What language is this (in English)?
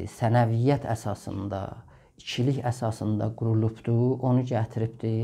South Azerbaijani